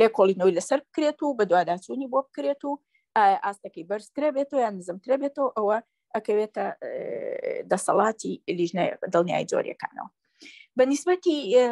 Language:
Central Kurdish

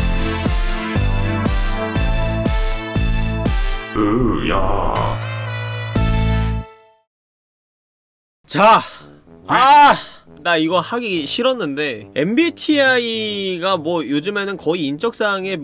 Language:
Korean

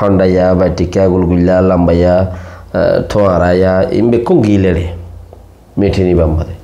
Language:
Rohingya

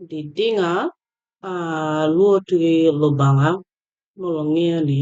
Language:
Acoli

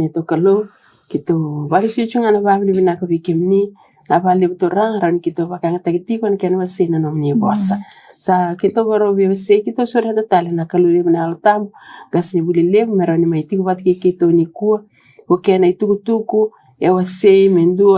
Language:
Fijian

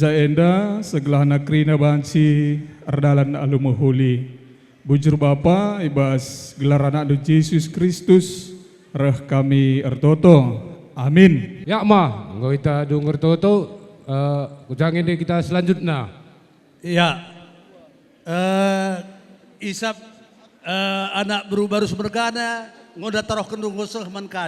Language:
Batak Karo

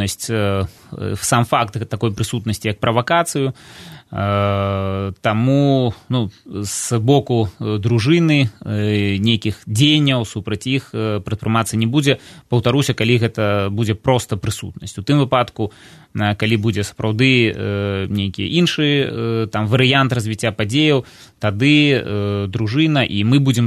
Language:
Belarusian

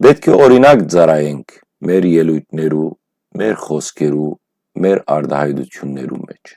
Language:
Western Armenian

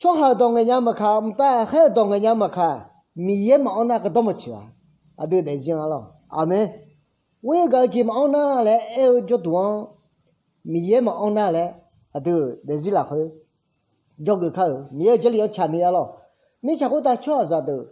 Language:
Akha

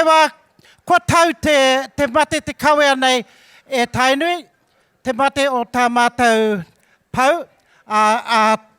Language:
Māori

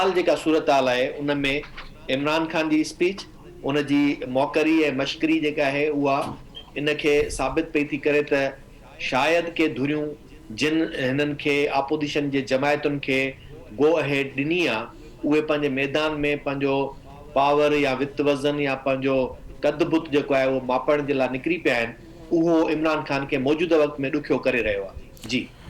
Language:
Sindhi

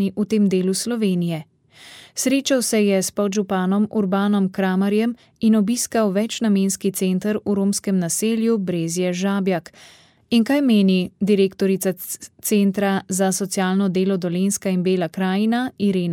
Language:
Slovenian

